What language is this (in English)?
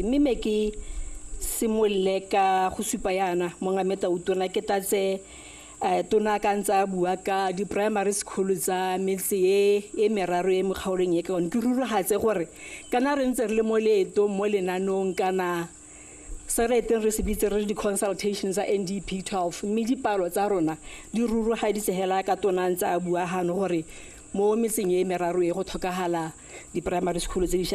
Tswana